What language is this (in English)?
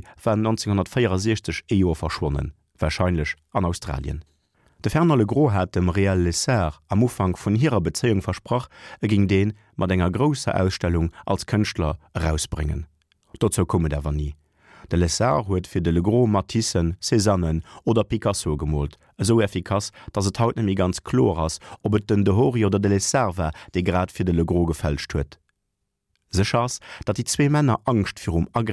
Luxembourgish